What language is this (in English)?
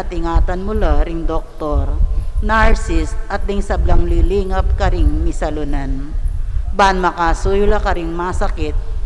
Pampanga